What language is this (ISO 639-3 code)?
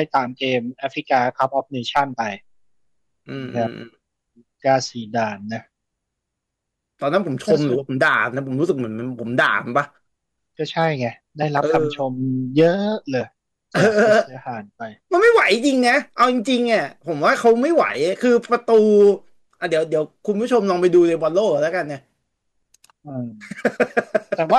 tha